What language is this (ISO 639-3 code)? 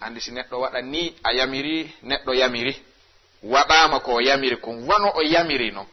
ful